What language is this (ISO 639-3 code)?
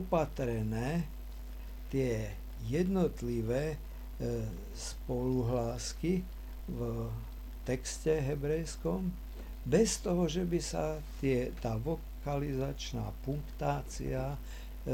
slk